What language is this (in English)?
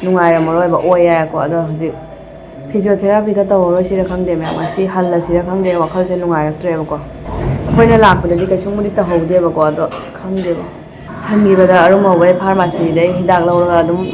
Manipuri